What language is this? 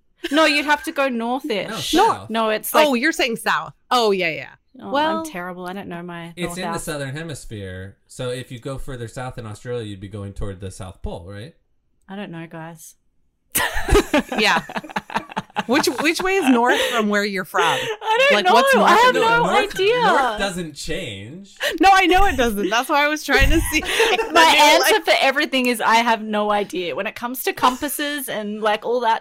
English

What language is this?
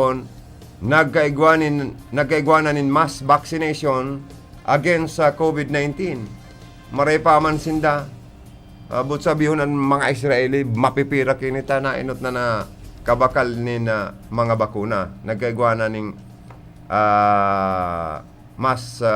Bikol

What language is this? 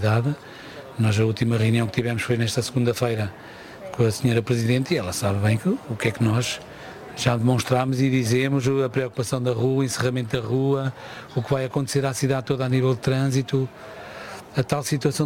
Portuguese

